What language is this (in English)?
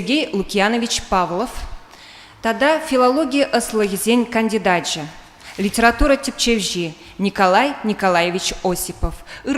Chuvash